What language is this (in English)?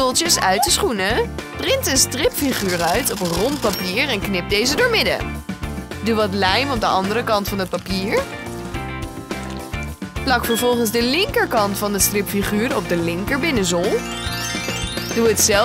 Dutch